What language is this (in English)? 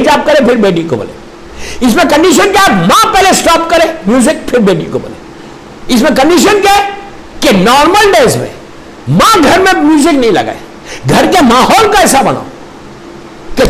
Hindi